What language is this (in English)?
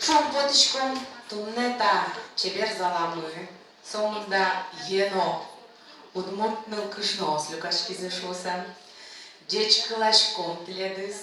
Udmurt